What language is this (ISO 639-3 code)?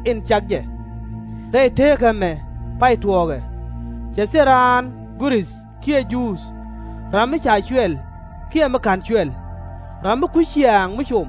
nus